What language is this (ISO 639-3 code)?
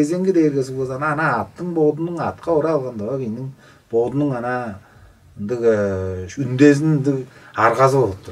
tyv